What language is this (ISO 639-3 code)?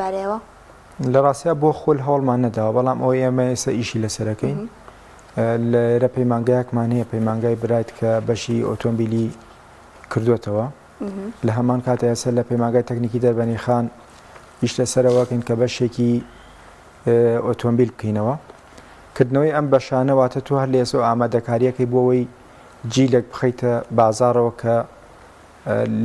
ckb